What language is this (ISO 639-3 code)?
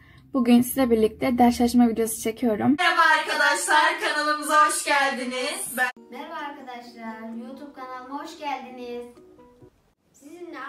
tur